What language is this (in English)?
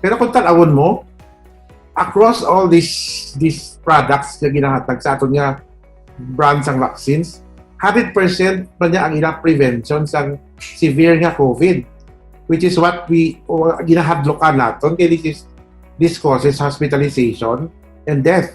Hiligaynon